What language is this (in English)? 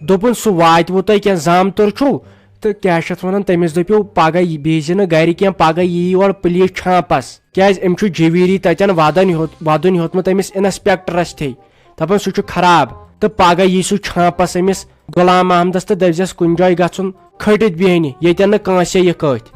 Kashmiri